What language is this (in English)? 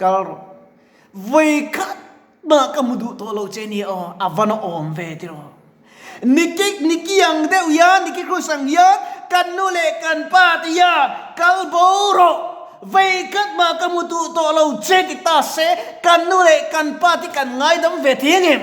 Mizo